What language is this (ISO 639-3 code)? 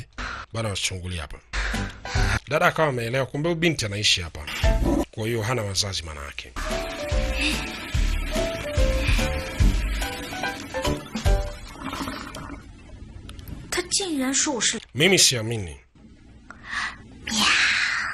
swa